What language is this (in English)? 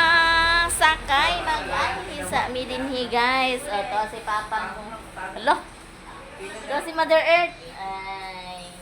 Cebuano